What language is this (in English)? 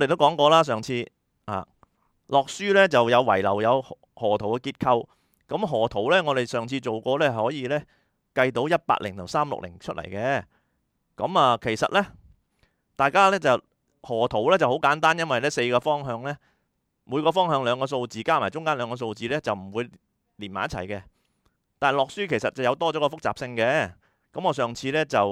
Cantonese